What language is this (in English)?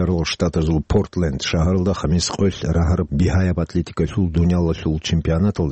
Avaric